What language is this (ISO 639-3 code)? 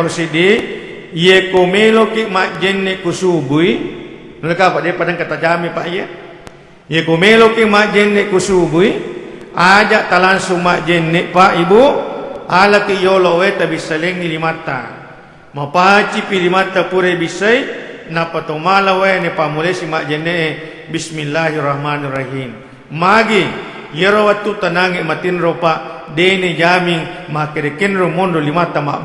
bug